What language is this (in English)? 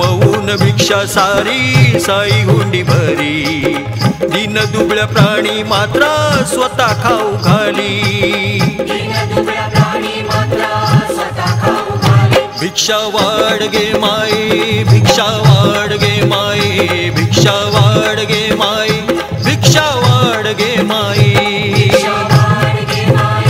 Marathi